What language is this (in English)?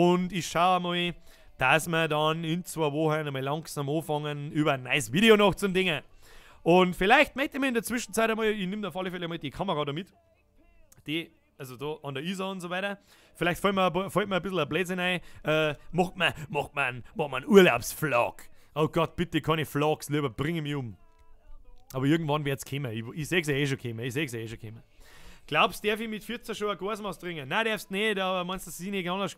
Bavarian